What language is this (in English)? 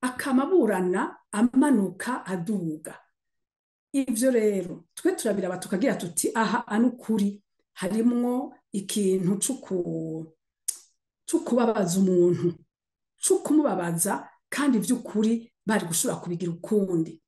Rundi